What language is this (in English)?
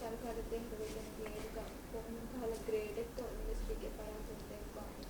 Divehi